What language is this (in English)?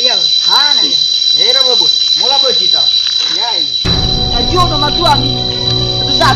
Nias